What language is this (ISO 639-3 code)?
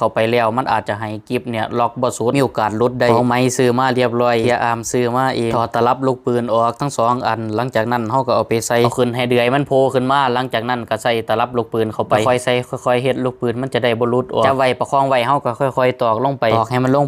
tts